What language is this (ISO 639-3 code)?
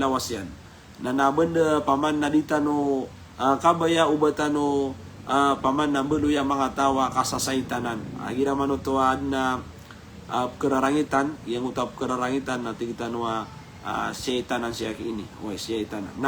mrw